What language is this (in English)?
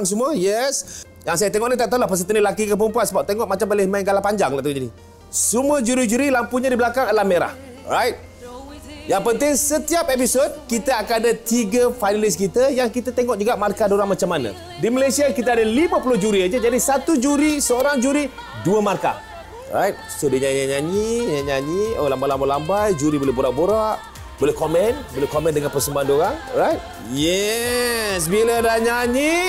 Malay